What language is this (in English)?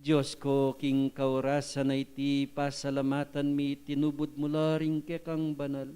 Pampanga